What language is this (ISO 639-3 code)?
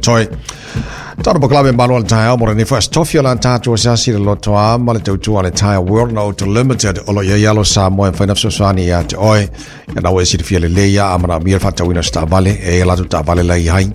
smo